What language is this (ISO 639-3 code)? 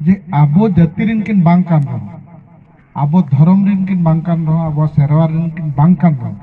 sat